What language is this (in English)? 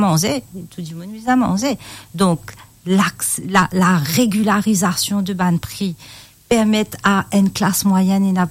Morisyen